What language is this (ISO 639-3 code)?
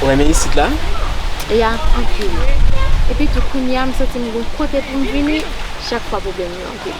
hat